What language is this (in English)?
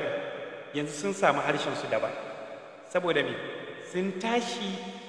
Hausa